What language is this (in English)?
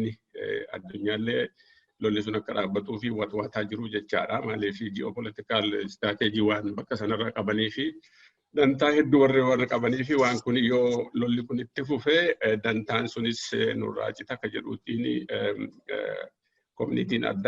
Oromo